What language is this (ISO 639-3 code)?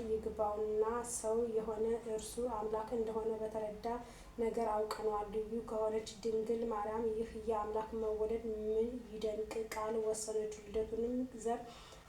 amh